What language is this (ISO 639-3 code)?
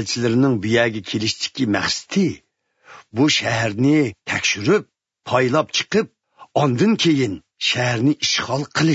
uig